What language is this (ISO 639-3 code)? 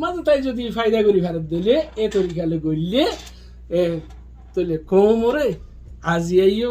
rhg